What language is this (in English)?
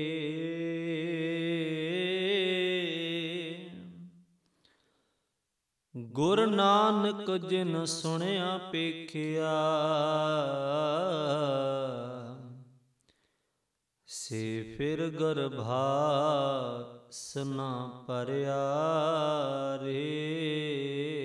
Punjabi